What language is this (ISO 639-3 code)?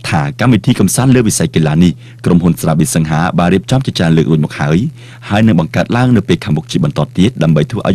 khm